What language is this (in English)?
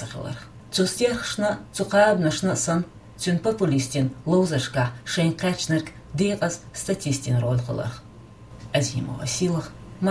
Chechen